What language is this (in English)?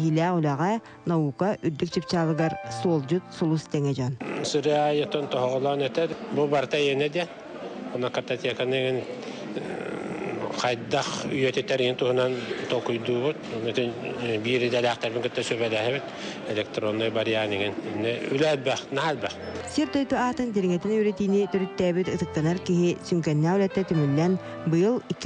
Yakut